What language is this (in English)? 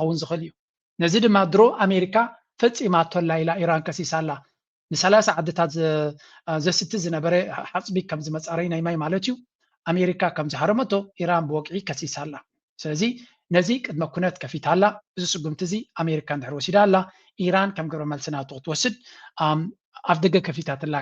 Tigrinya